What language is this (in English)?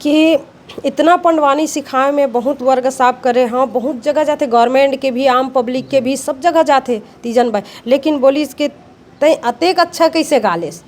Chhattisgarhi